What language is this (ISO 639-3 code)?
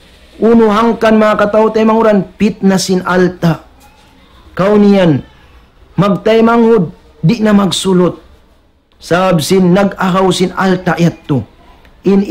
tsg